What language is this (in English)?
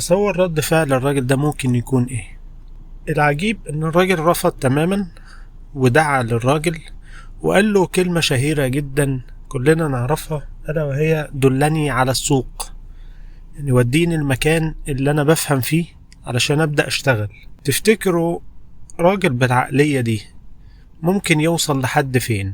Egyptian Arabic